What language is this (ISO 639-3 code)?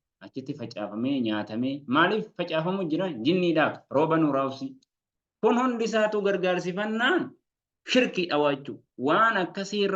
orm